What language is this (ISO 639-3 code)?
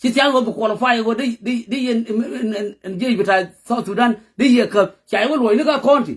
nus